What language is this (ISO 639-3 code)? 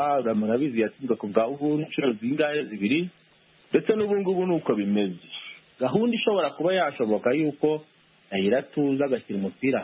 kin